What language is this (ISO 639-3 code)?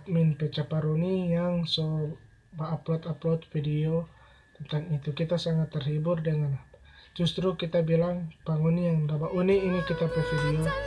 xmm